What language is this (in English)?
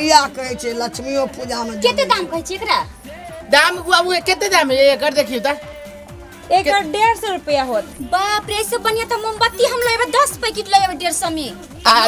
Maithili